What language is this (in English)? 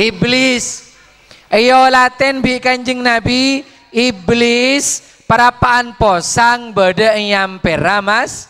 Madurese